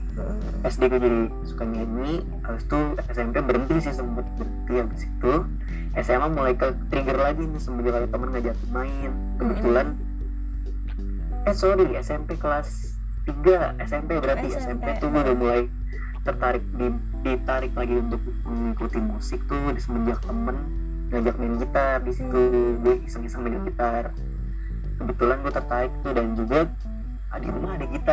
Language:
Indonesian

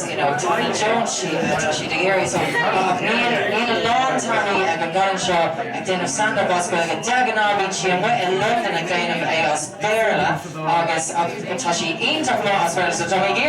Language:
Irish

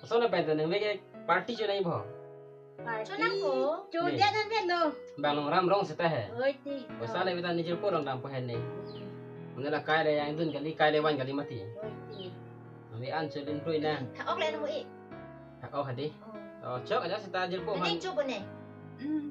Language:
Karbi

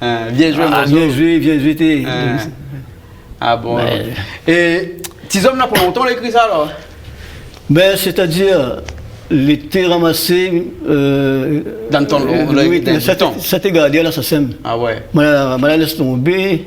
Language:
Réunion Creole French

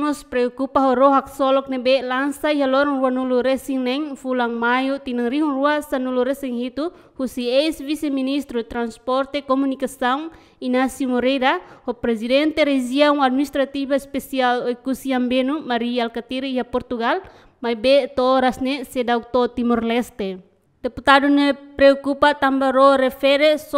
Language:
Tetum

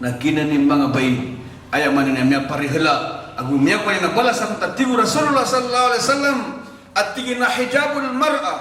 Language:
Maranao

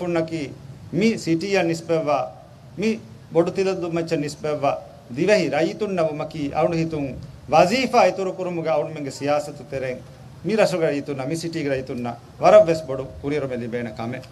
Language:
Divehi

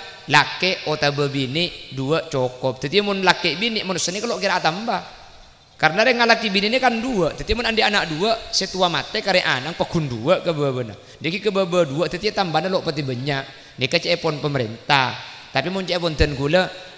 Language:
Madurese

